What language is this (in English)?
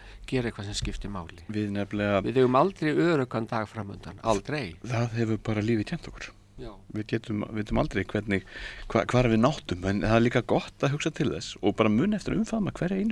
Icelandic